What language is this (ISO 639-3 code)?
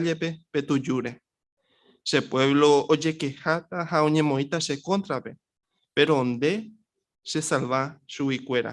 grn